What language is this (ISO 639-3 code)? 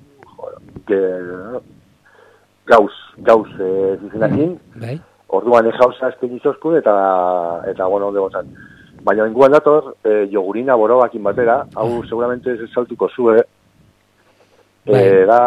eus